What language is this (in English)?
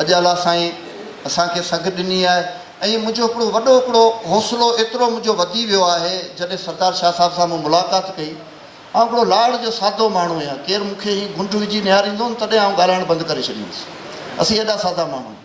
Sindhi